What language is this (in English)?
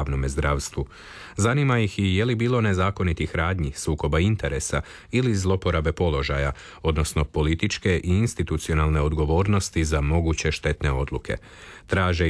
Croatian